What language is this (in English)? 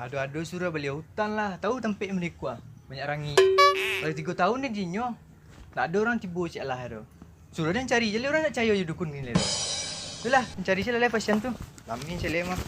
Minangkabau